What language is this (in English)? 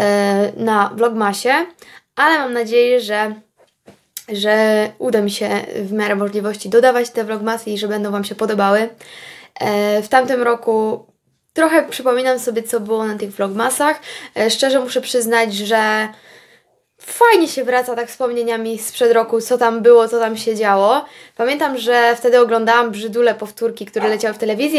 Polish